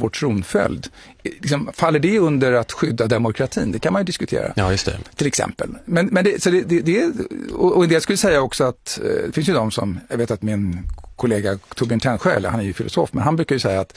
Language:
Swedish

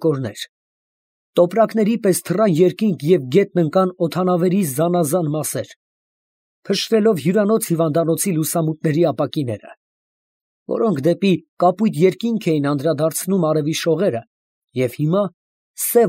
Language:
Armenian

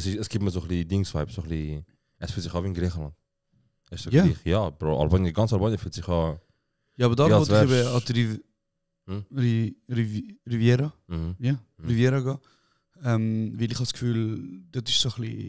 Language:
Swiss German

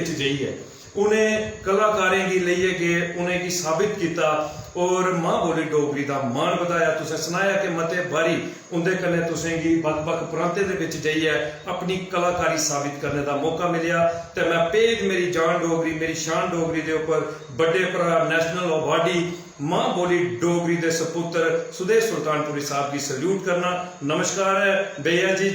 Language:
Dogri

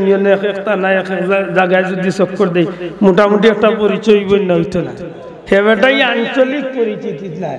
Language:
Sylheti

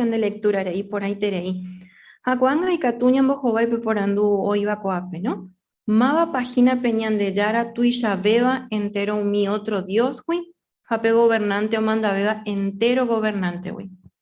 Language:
Guarani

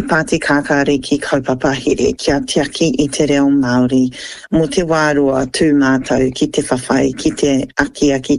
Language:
Māori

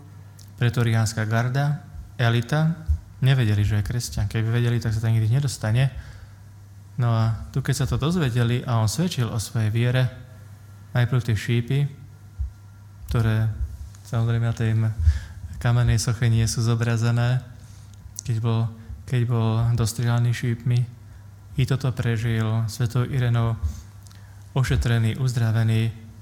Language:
Slovak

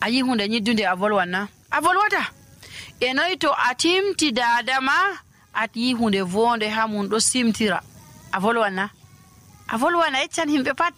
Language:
Nigerian Fulfulde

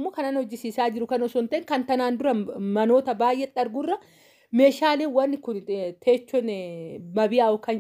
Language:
Oromo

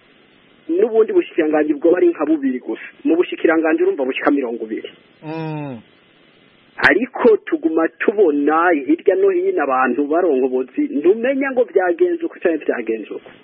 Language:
Kinyarwanda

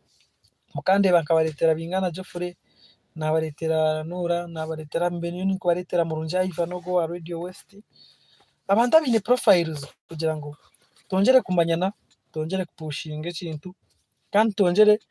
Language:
Nyankole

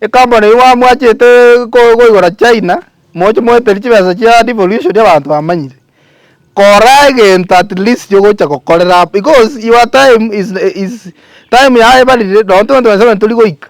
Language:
Gusii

